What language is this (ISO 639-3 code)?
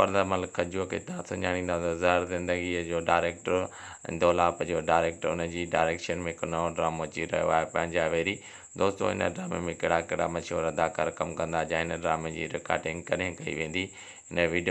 snd